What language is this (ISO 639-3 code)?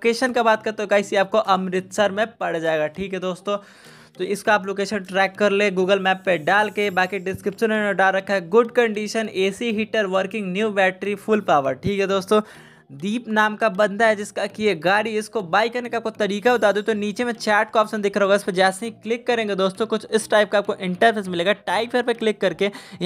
hin